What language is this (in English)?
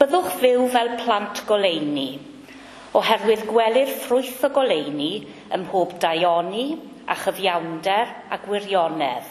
Welsh